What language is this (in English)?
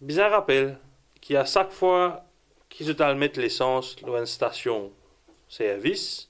Morisyen